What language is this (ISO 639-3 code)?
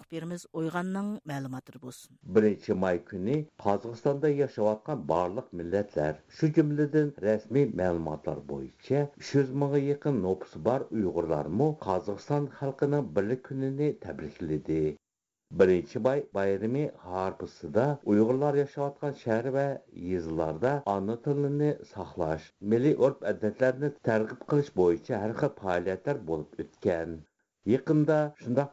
uig